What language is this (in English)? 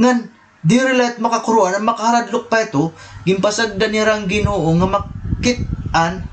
Waray